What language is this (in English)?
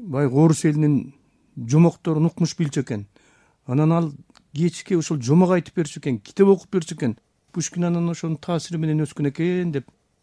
Kyrgyz